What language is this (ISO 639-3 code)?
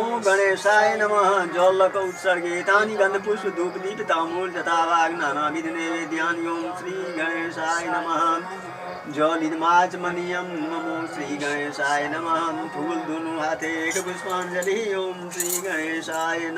mai